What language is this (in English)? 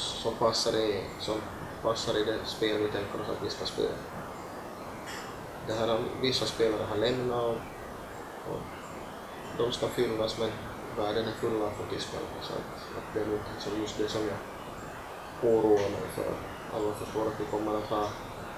Swedish